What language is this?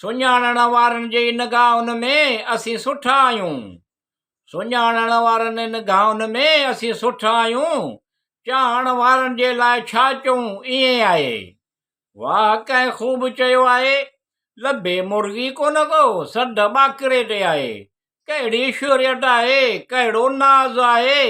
Sindhi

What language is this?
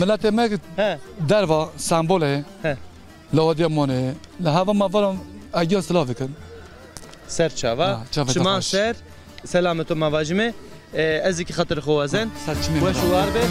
Zaza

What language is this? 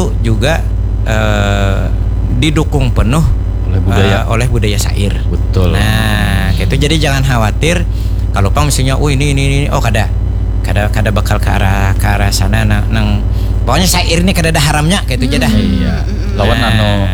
Banjar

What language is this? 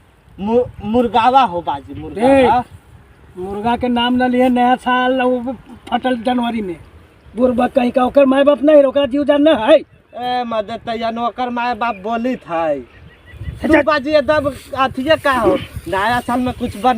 Magahi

